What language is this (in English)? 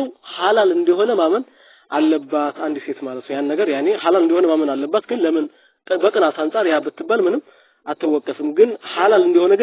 Amharic